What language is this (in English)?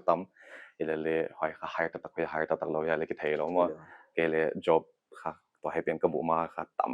Paite Chin